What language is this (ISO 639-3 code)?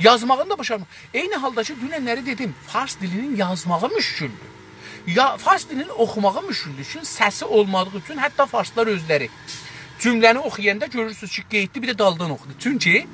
azb